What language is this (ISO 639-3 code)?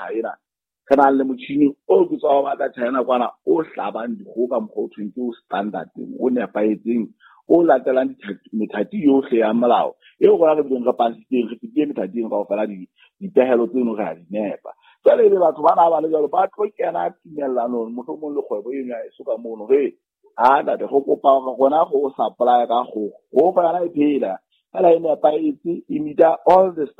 sot